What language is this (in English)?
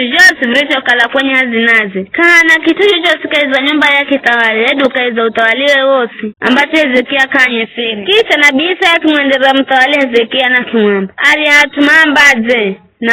Giryama